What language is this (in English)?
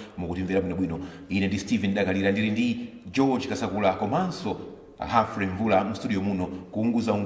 Nyanja